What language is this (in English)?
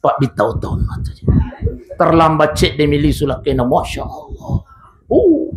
Buginese